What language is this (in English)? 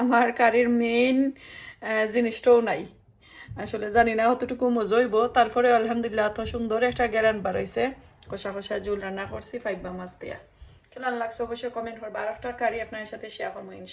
Sylheti